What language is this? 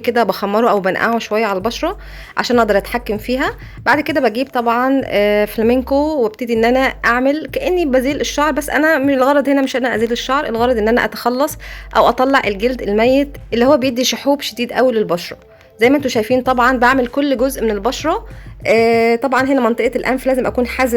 Egyptian Arabic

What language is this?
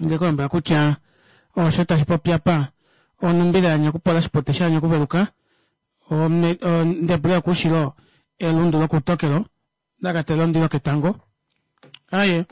Kuanyama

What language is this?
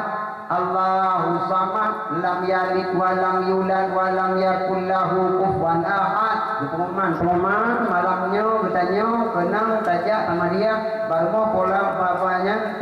Achinese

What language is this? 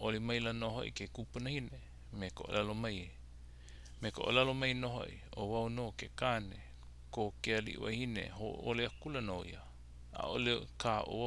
Hawaiian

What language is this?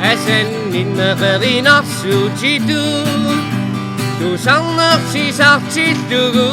Kalaallisut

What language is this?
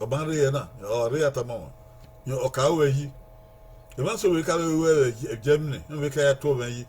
Bini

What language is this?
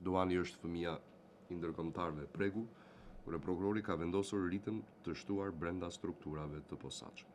Albanian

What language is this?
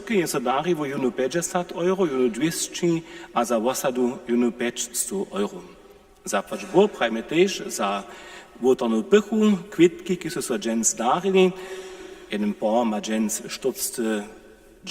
Upper Sorbian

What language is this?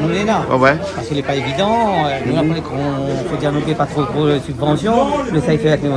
Réunion Creole French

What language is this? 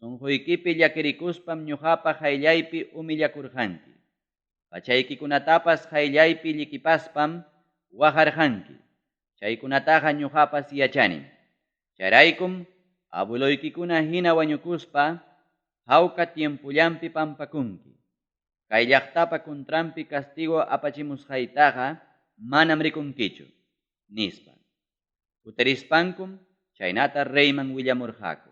Ayacucho Quechua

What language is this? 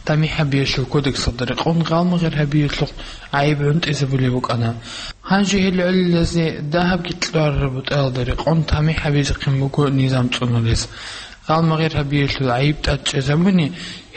Avaric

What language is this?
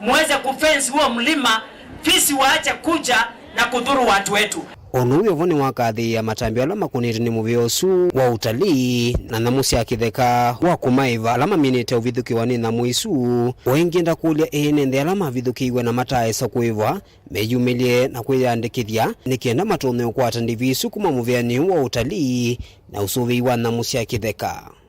Kamba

